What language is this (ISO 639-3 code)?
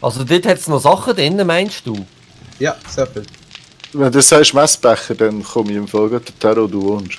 gsw